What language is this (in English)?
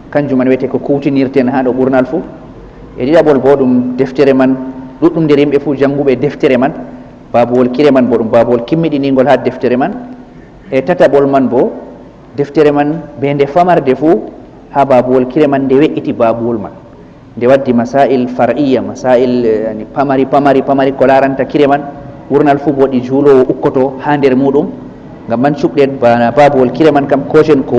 Fula